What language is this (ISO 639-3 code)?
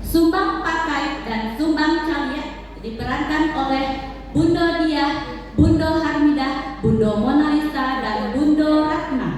min